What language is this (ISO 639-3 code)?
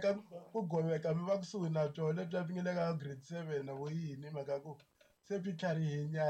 tso